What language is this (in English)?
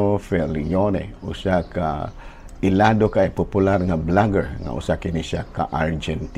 Cebuano